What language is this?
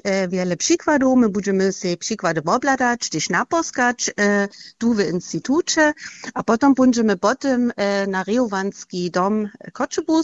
Upper Sorbian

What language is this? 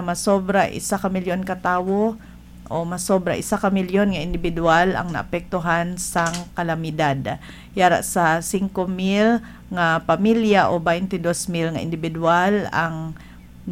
Hiligaynon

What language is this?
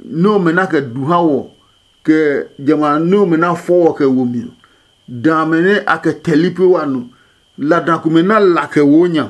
Adangme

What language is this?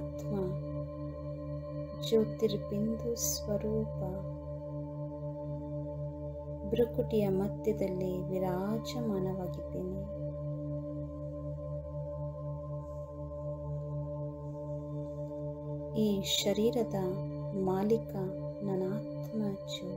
Kannada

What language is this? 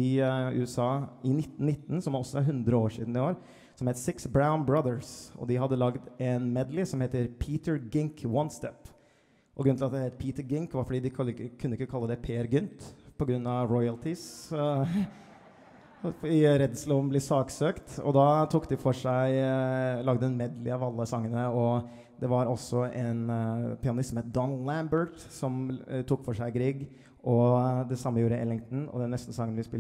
Norwegian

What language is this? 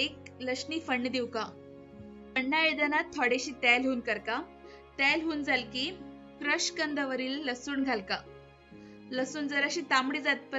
Konkani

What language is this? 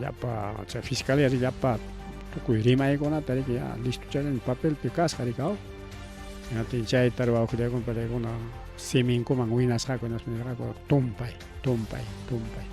Ayacucho Quechua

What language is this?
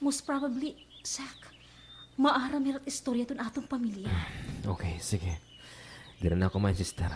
Waray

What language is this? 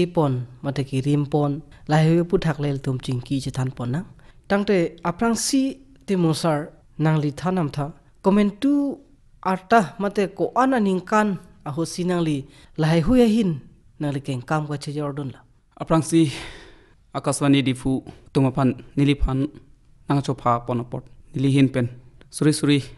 Karbi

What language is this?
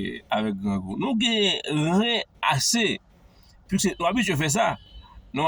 Haitian Creole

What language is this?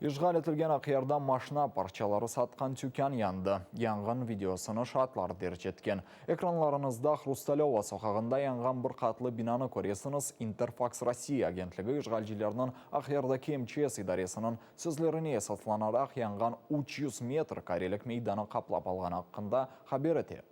Crimean Tatar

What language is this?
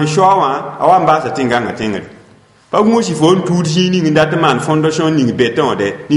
Mossi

